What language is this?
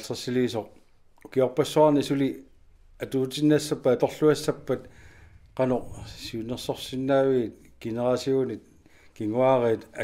Kalaallisut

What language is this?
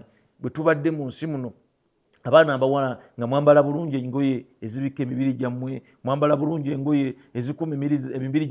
Ganda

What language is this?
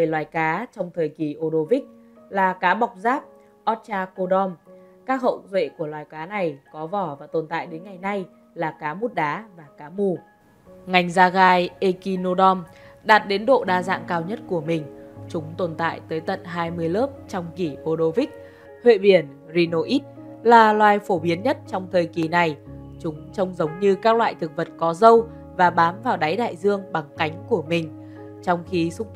Vietnamese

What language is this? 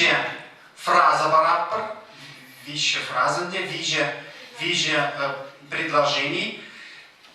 Chuvash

